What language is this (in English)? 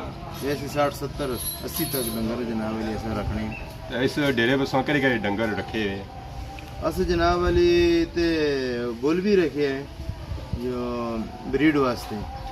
Pahari-Potwari